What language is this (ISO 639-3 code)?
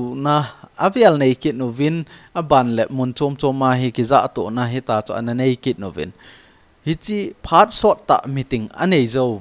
tcz